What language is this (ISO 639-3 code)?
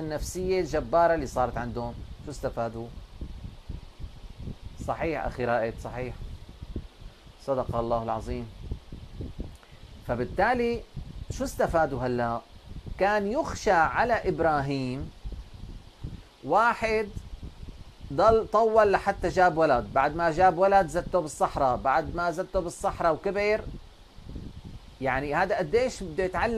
apc